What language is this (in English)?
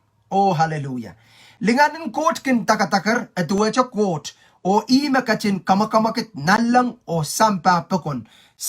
Pohnpeian